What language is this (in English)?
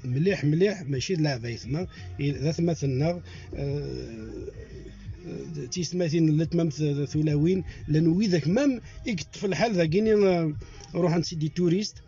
Kabyle